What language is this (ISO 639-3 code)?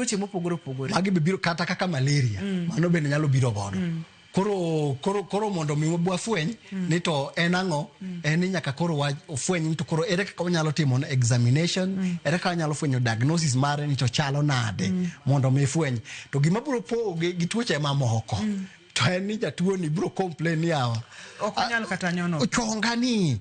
luo